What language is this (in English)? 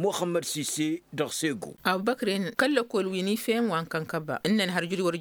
Tamasheq